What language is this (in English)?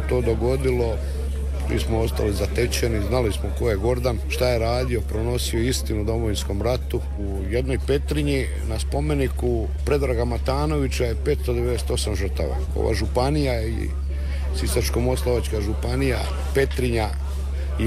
Croatian